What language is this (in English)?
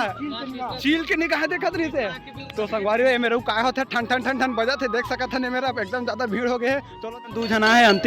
Chhattisgarhi